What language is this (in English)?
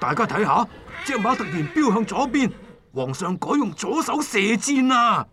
Cantonese